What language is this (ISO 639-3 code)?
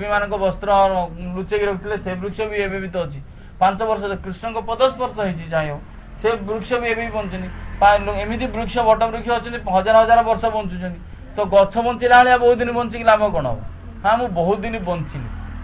ori